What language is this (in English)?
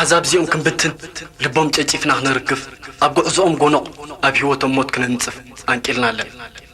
Tigrinya